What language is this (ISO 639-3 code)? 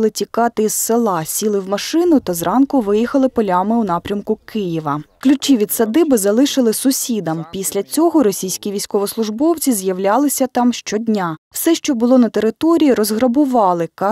ukr